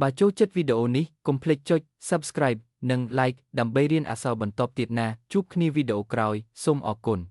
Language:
Khmer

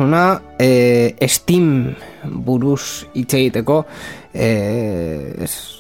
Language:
Basque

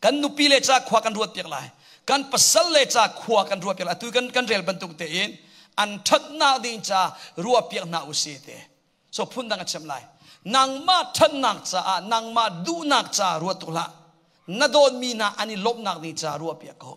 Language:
Hakha Chin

